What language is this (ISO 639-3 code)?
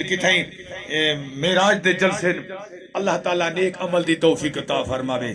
skr